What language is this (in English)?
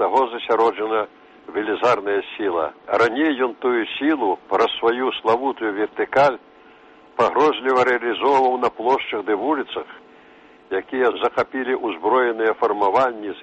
Belarusian